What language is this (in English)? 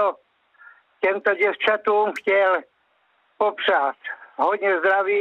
Czech